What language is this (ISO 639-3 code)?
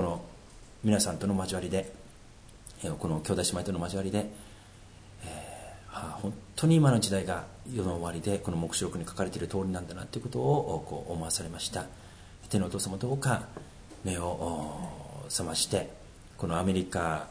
jpn